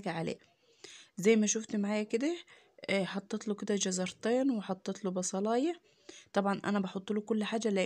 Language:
Egyptian Arabic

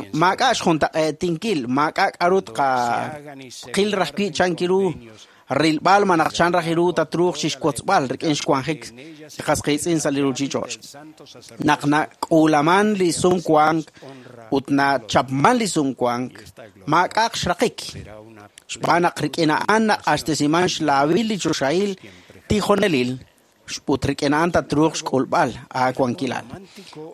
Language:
Kekchí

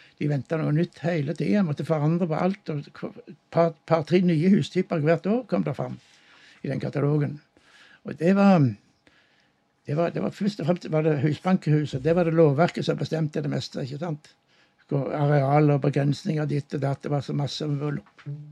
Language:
Norwegian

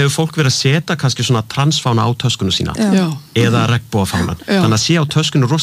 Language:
Icelandic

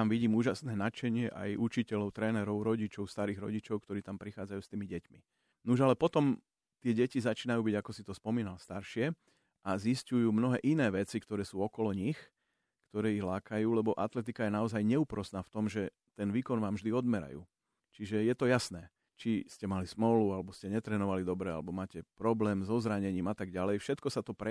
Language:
Slovak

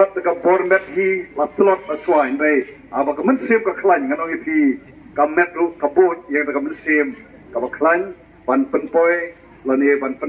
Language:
Khasi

